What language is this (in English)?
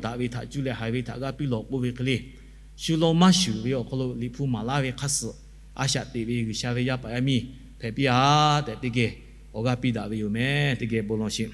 Lahu